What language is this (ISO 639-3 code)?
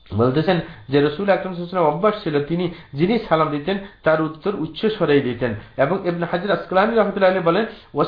ben